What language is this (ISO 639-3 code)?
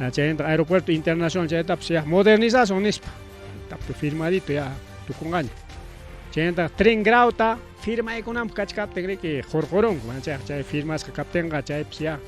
quy